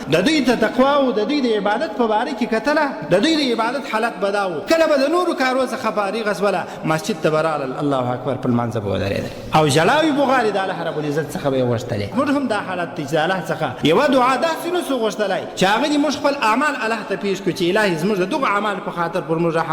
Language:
Pashto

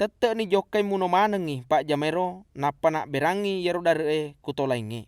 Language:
Buginese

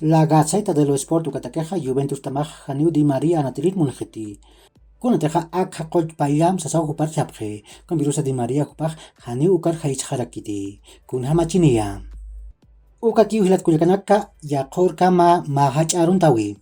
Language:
Aymara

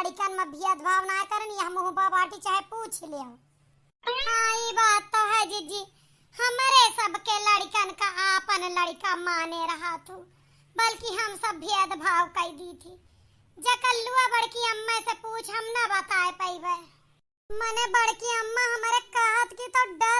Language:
Awadhi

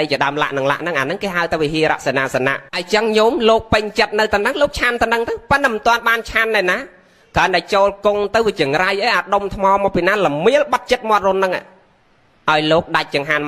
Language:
Khmer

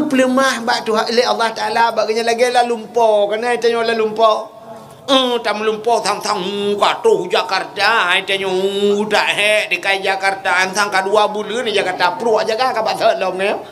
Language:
Achinese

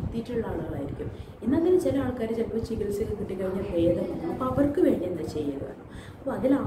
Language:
Malayalam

